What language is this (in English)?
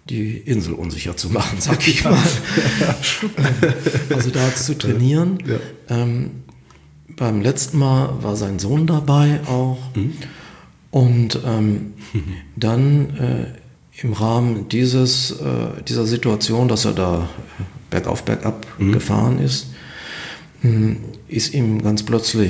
German